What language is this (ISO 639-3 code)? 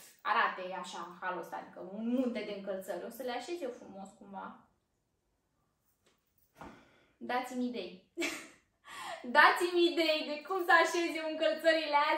ron